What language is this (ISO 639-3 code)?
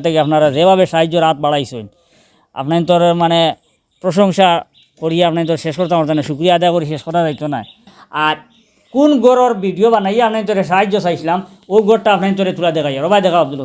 syl